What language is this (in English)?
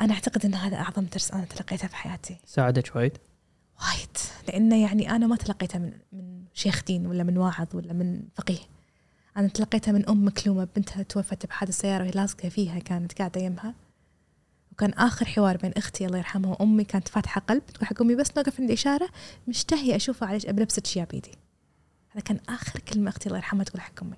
Gulf Arabic